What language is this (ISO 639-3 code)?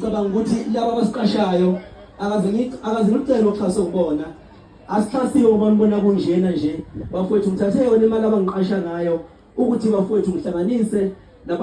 zul